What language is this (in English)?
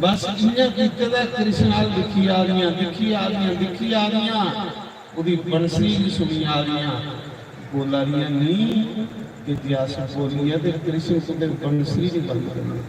Dogri